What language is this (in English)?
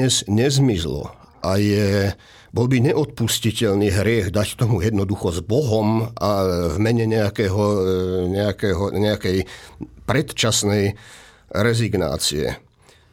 Slovak